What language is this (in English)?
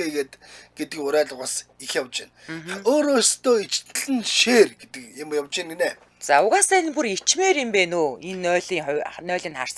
Mongolian